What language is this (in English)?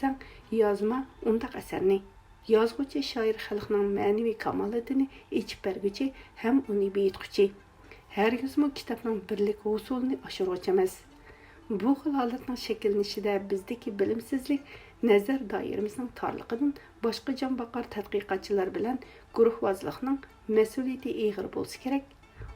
Uyghur